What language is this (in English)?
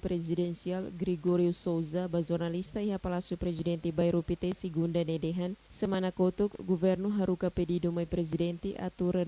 Tetum